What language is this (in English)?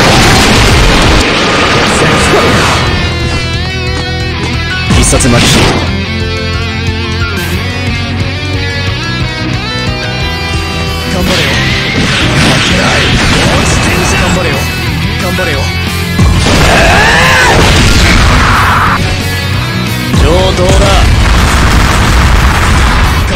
Japanese